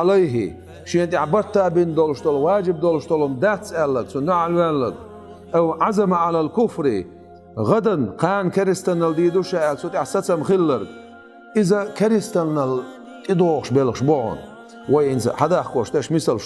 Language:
Chechen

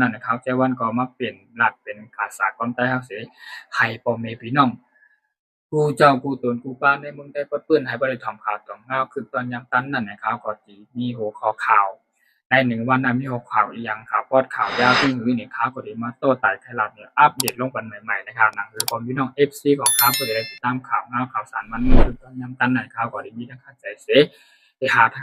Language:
Shan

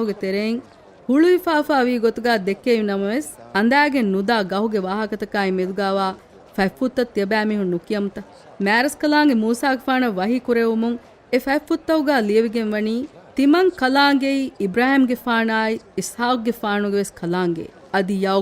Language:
Divehi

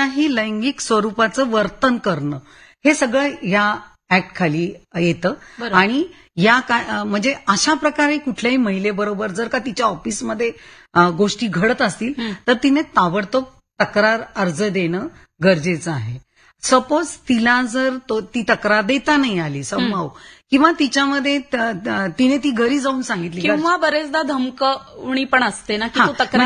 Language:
Marathi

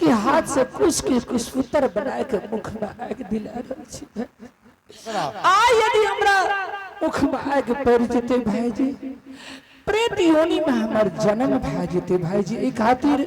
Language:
Angika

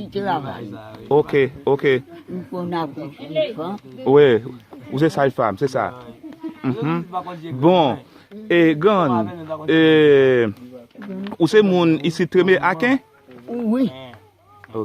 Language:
Haitian Creole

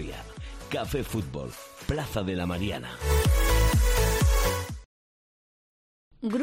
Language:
Spanish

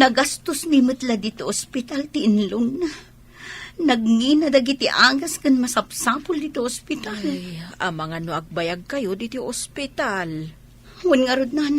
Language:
Iloko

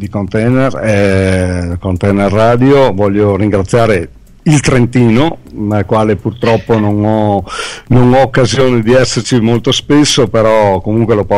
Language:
Italian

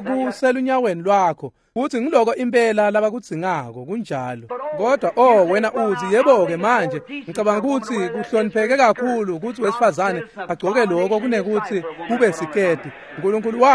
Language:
Swati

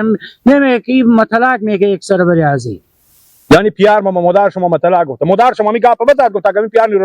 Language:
Hazaragi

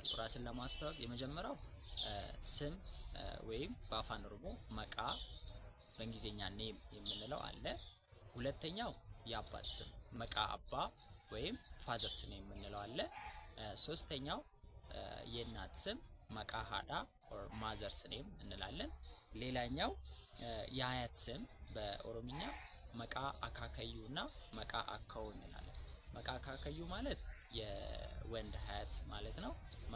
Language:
Amharic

